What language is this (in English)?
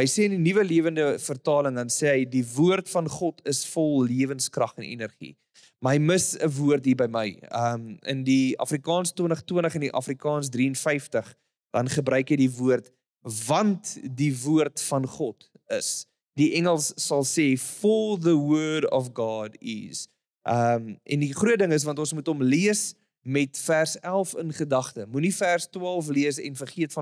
Afrikaans